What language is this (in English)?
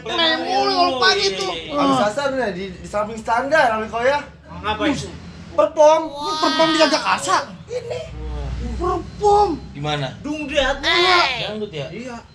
Betawi